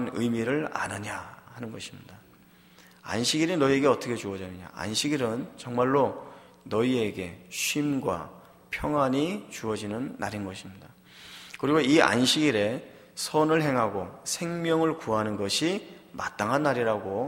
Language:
Korean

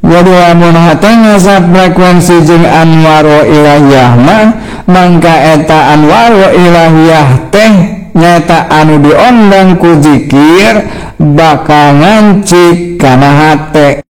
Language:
Sundanese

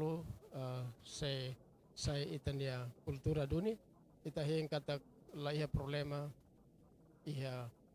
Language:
Tetum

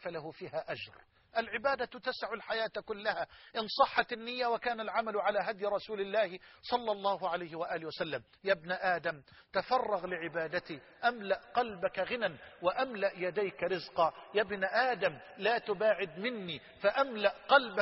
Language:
Arabic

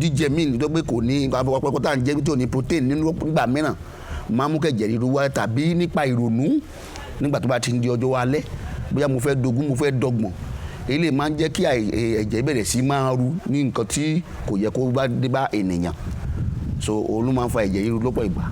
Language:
Yoruba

